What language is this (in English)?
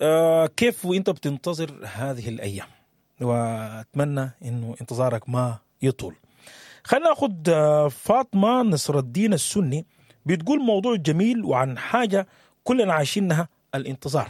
Sudanese Arabic